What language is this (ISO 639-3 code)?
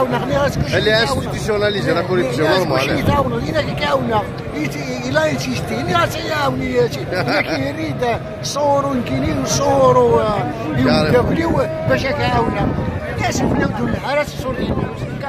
kab